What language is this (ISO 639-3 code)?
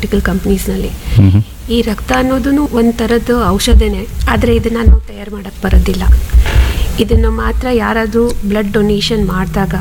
kan